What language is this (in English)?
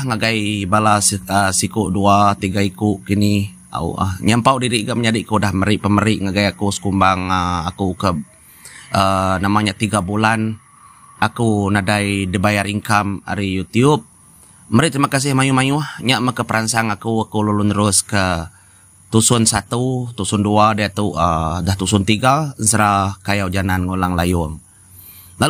Iban